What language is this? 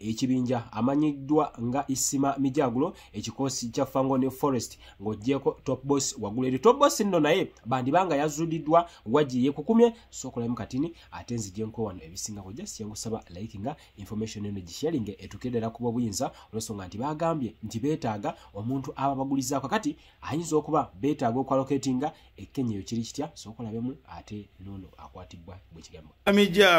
Ganda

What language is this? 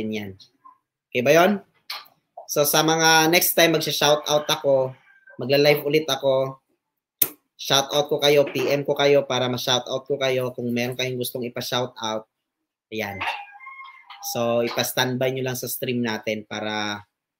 Filipino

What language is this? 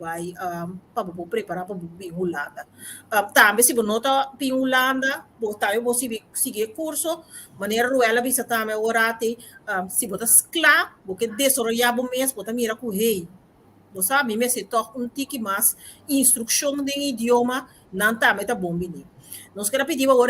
Papiamento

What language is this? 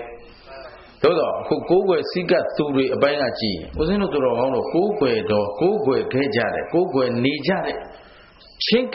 Burmese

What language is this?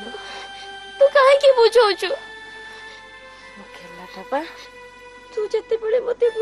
Odia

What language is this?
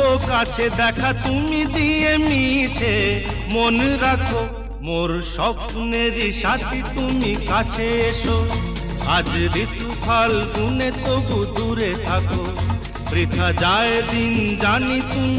Bangla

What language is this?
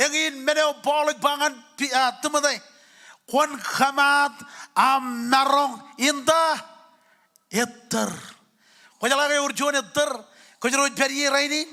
Marshallese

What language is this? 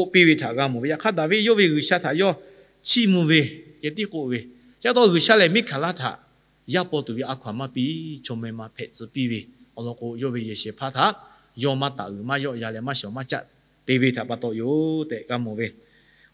Lahu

